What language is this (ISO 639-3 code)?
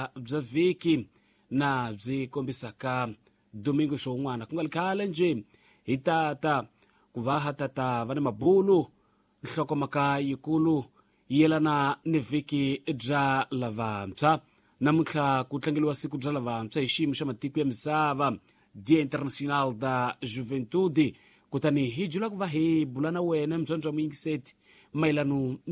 tso